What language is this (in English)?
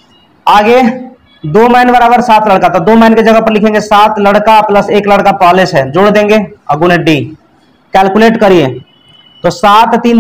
Hindi